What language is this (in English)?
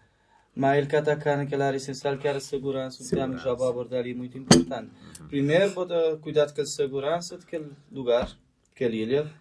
Kabuverdianu